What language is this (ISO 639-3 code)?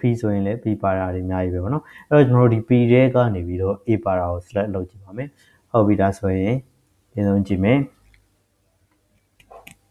mya